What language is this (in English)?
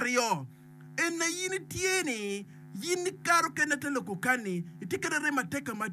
Acoli